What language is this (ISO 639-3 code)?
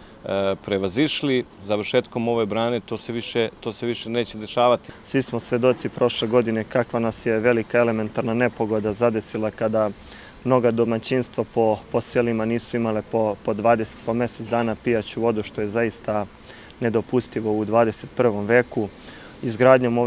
srp